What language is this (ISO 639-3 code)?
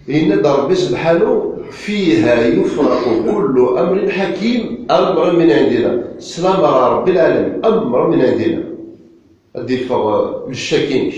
kab